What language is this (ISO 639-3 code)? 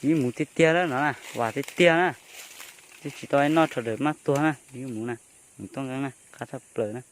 hmn